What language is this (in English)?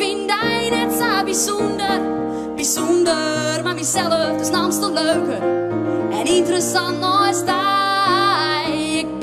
Western Frisian